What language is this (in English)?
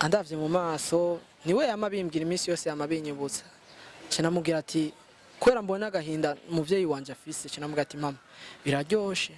Rundi